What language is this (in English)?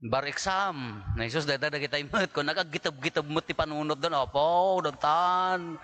Iloko